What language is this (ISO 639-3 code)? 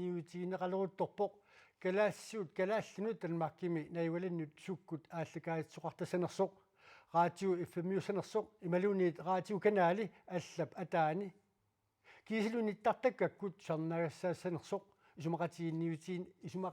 kal